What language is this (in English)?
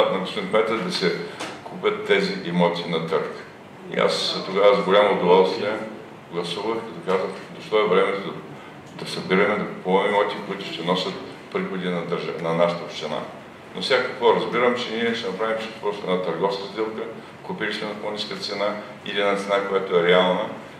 Bulgarian